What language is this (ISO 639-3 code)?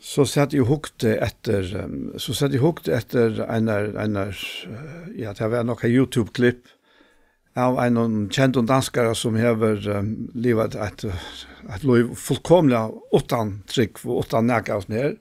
fao